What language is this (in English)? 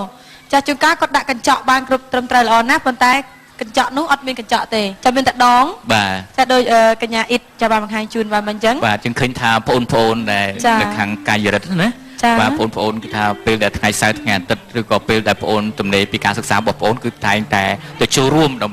Khmer